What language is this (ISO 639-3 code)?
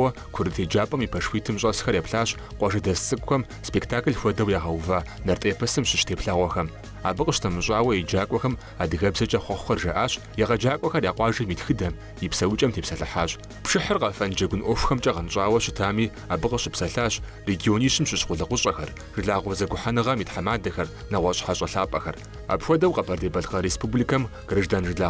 kbd